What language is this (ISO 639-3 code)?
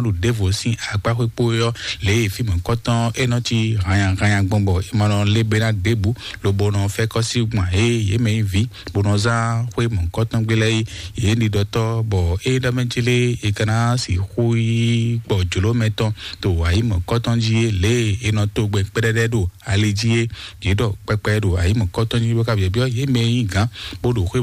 fon